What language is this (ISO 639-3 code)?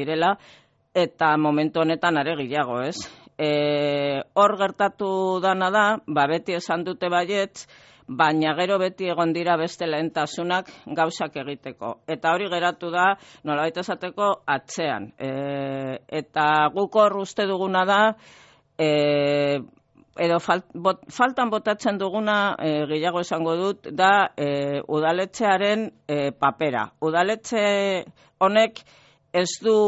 eus